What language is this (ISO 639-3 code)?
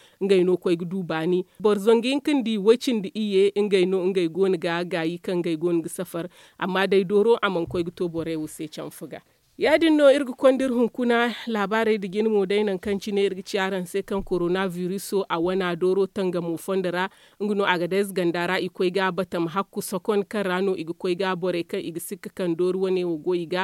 dje